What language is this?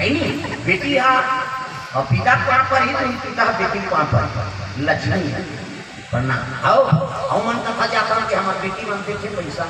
Chhattisgarhi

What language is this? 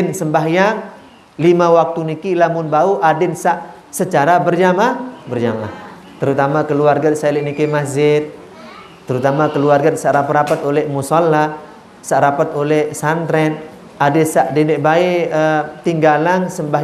Sasak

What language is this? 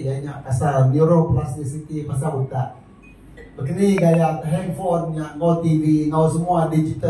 Iban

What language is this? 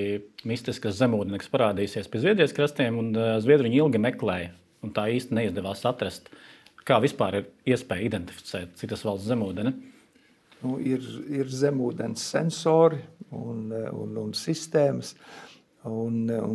Latvian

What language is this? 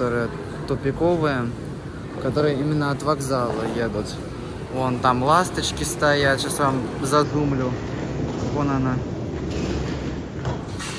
Russian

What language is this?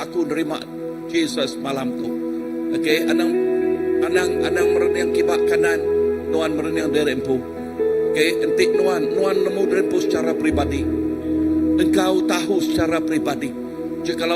Iban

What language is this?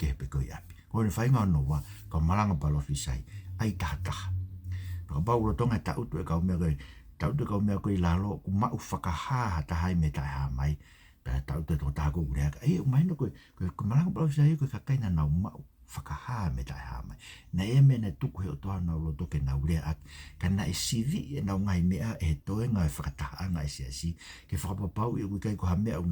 Tongan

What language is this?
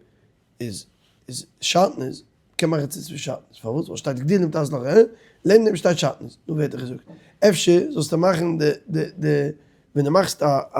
Yiddish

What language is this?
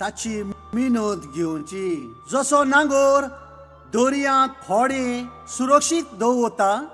Konkani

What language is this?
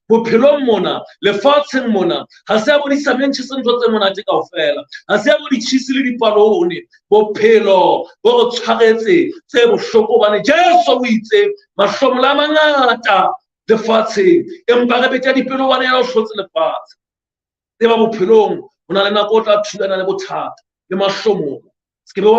Southern Sotho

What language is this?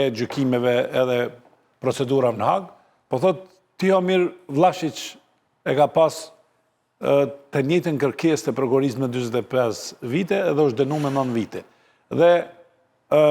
Albanian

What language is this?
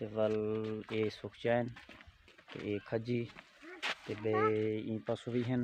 Saraiki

